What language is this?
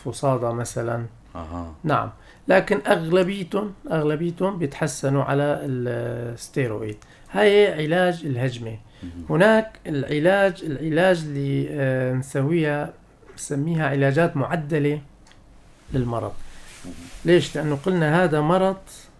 North Levantine Arabic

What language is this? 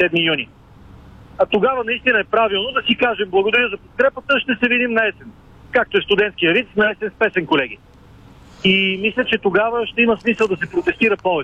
Bulgarian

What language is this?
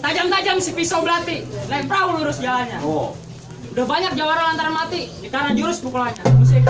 Betawi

